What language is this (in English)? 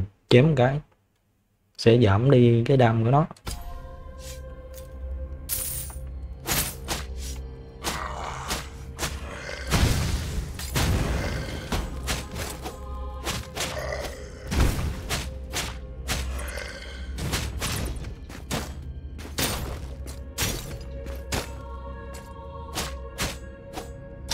Vietnamese